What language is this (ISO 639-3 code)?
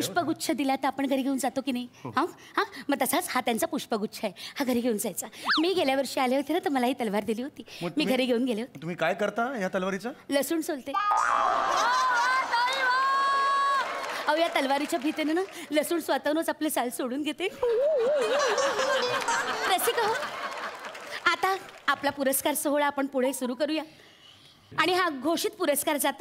mar